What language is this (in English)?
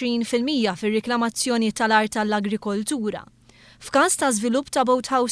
Maltese